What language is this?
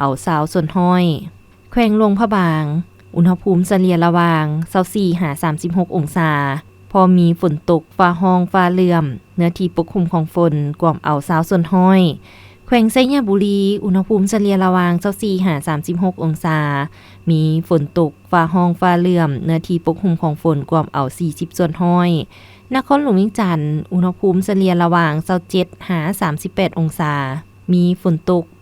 Lao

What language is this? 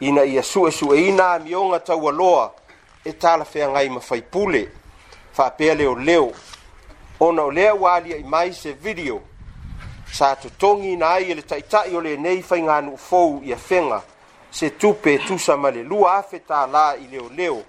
Samoan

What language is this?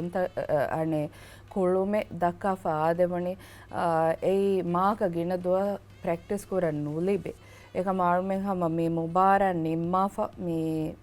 Divehi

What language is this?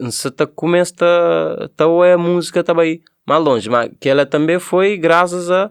Kabuverdianu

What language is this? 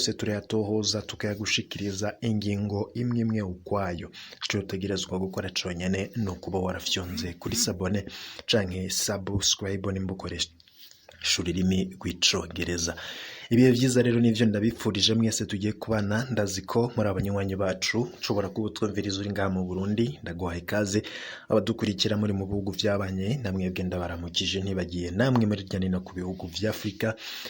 Rundi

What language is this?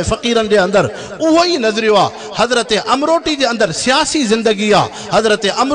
Sindhi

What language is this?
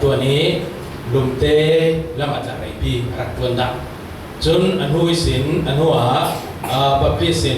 Falam Chin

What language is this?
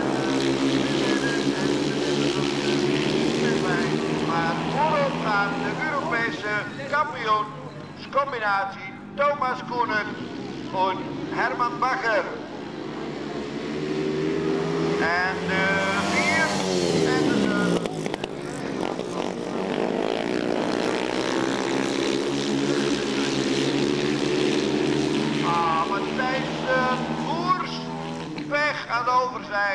Dutch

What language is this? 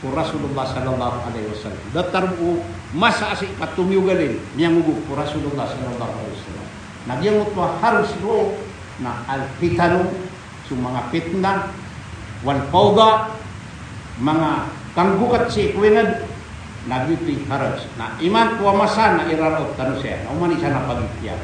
Maranao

